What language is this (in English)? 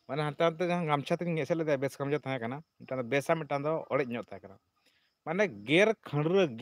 Santali